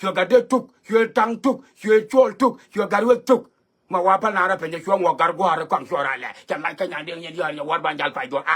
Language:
Nuer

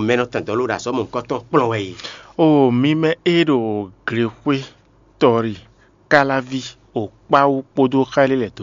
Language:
Fon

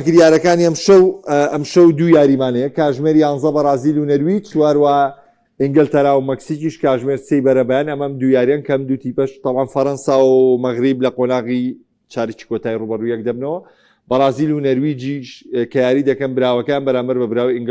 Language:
Central Kurdish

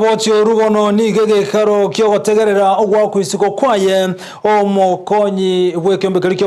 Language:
Gusii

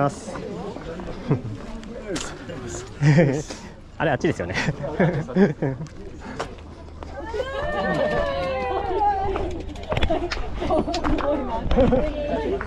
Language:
Japanese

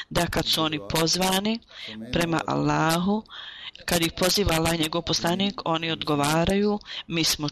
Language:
Bosnian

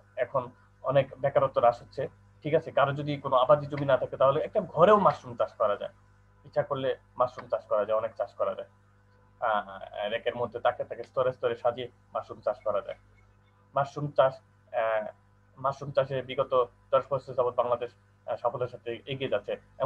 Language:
Bangla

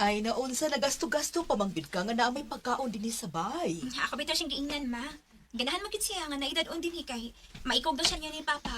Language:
Cebuano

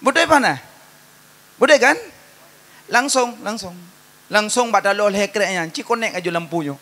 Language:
Achinese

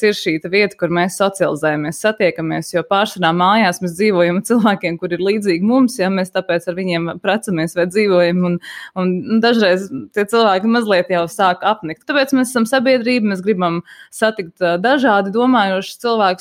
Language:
Latvian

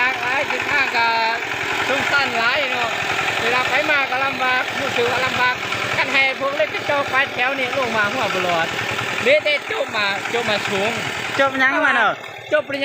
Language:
Lao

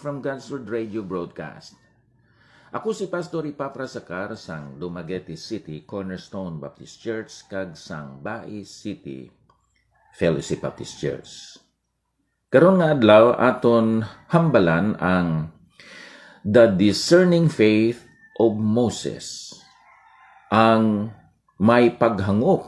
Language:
Hiligaynon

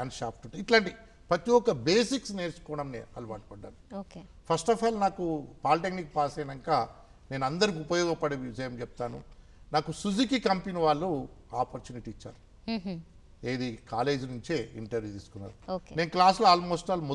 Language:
Telugu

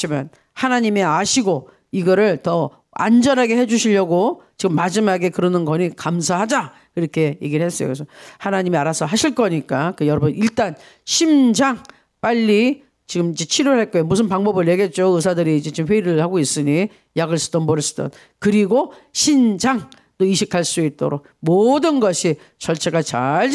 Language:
Korean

